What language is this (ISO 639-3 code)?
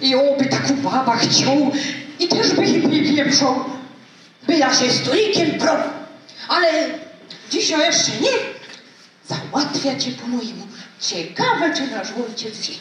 szl